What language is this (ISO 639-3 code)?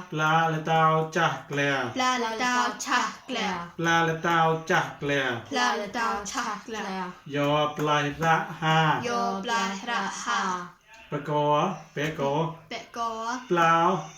mnw